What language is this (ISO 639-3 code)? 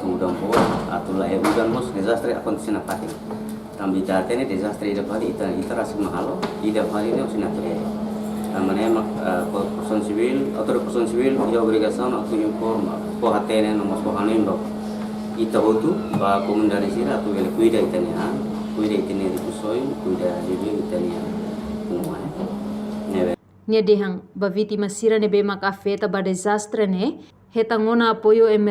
tet